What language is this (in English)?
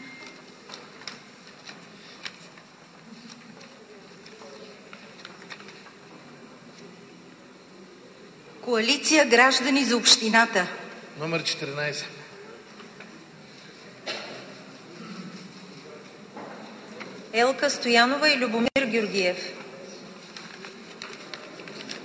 Bulgarian